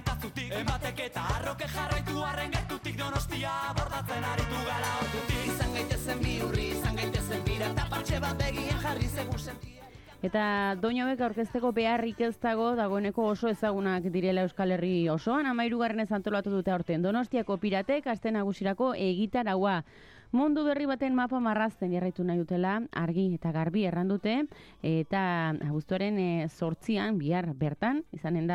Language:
Basque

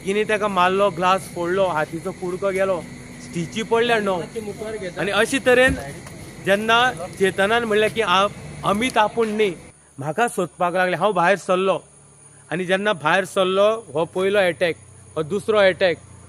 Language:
Konkani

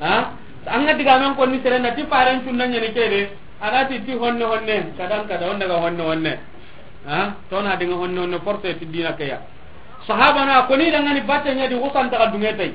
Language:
Soninke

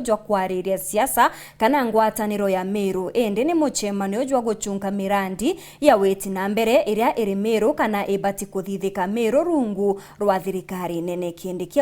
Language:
Meru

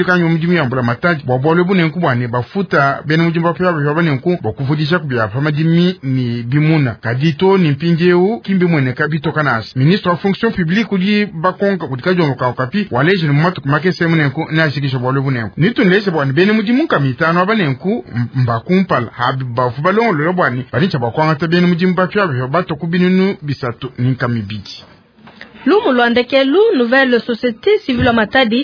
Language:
Luba-Lulua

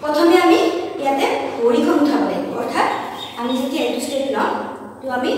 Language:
Assamese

